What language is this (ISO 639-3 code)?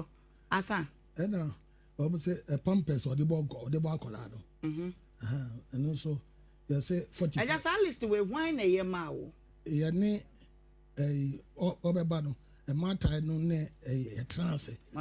aka